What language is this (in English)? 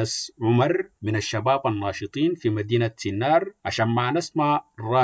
Sudanese Arabic